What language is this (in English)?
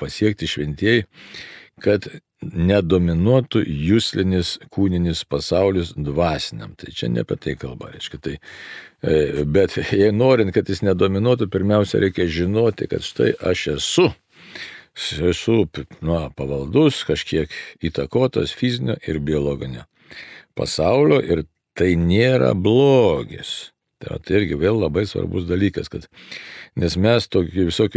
Lithuanian